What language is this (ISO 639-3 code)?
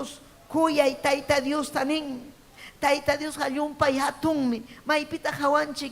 quy